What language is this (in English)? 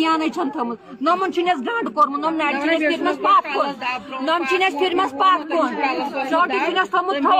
Kashmiri